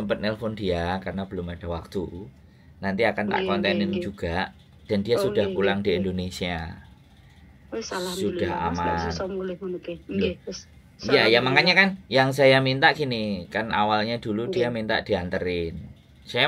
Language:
Indonesian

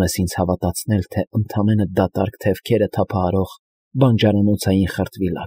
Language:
Armenian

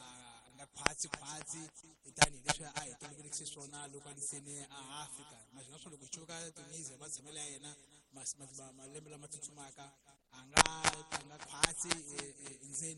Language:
Tsonga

